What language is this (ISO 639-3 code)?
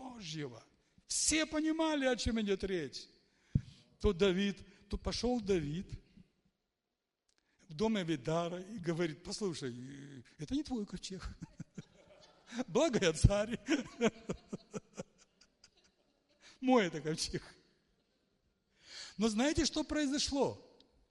rus